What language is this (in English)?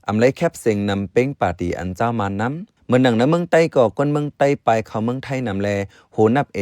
Shan